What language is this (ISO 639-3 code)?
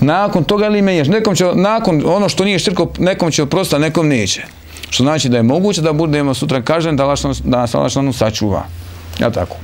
bos